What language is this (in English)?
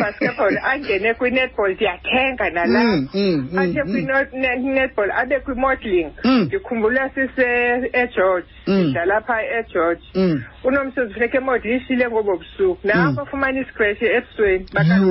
Xhosa